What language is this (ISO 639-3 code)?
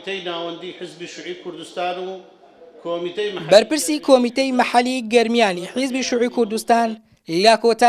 ckb